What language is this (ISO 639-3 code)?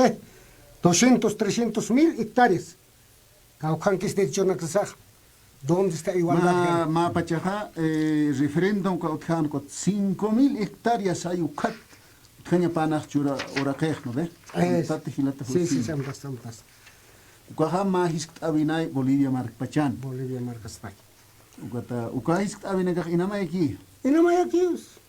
aym